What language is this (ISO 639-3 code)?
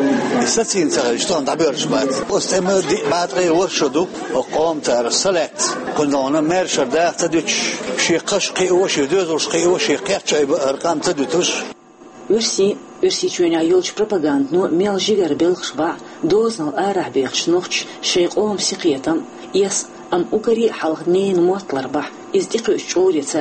che